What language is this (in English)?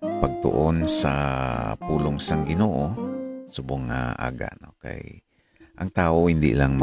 Hiligaynon